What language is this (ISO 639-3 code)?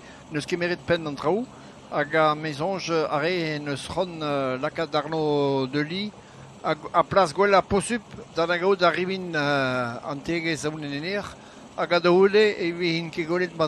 bre